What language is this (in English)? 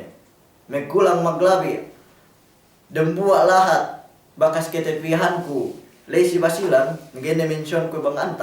Yakan